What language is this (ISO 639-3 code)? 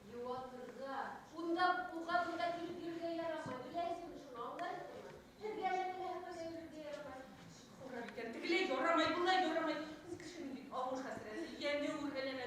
bak